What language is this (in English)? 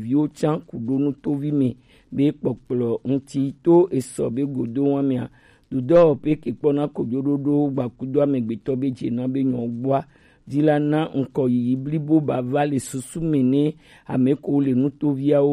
Gen